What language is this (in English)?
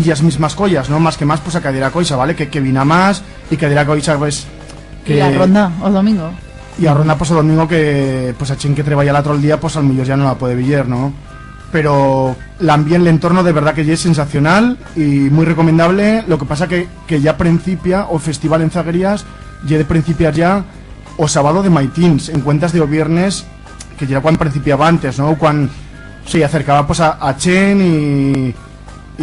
Aragonese